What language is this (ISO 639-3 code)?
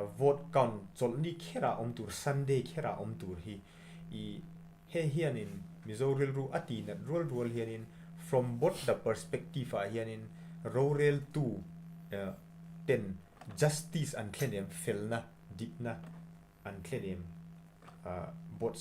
lus